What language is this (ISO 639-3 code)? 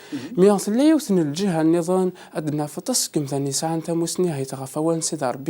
kab